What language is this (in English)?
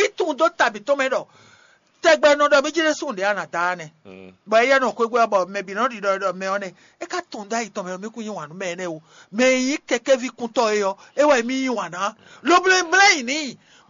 Fon